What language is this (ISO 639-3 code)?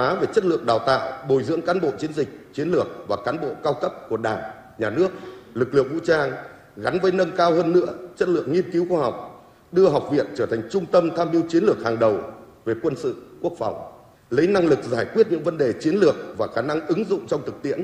vie